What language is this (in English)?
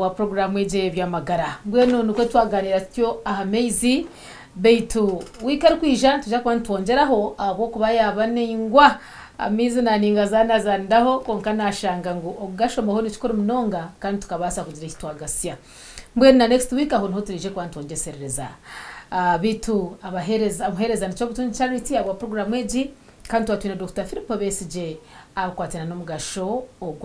Nyankole